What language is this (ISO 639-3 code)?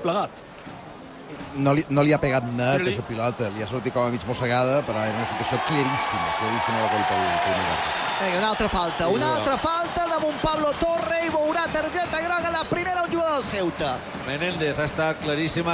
cat